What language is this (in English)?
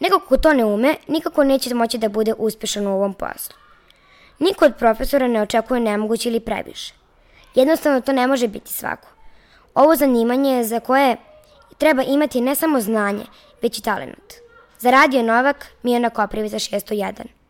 Serbian